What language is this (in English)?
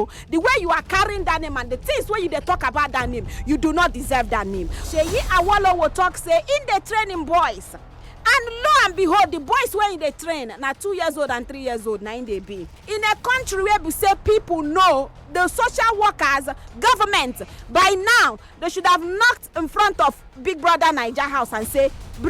Nigerian Pidgin